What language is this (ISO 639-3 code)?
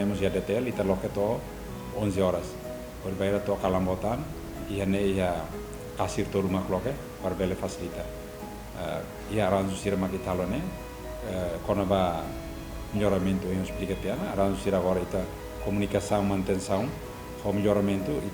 tet